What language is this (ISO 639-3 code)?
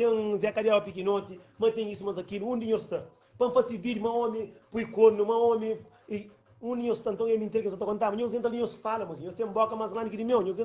kea